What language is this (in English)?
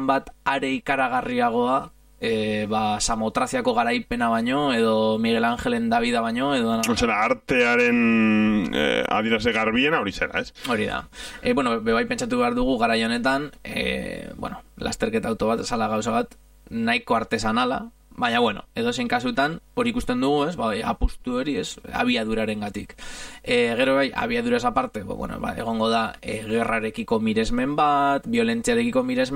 Basque